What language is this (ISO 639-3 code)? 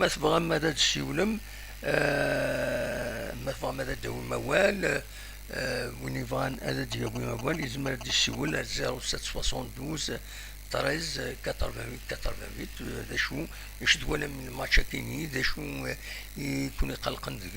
kab